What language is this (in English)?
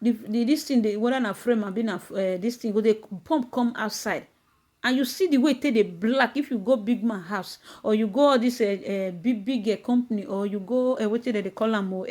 Nigerian Pidgin